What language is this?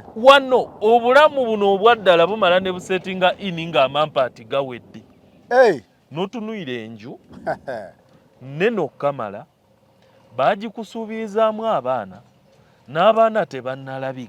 Ganda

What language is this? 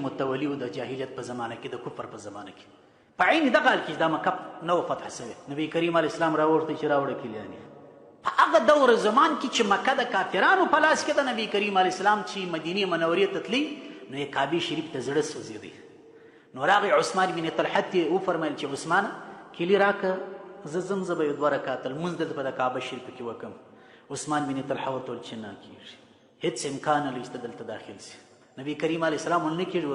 Pashto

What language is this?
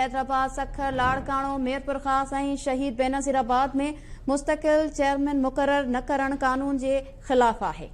Sindhi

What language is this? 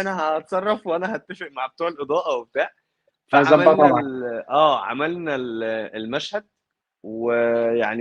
Egyptian Arabic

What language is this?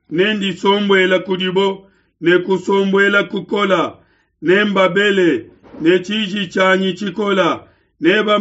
Luba-Lulua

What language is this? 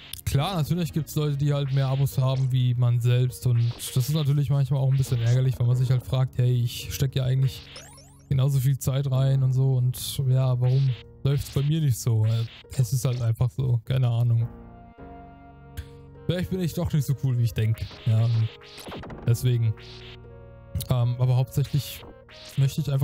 German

